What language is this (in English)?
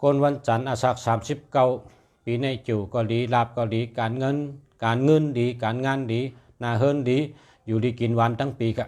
Shan